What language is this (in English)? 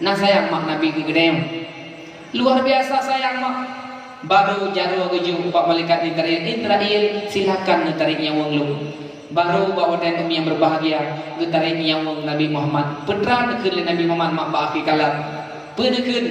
Achinese